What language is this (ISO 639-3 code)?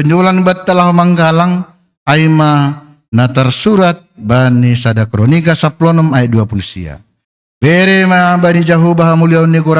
bts